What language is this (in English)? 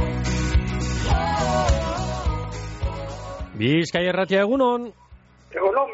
Basque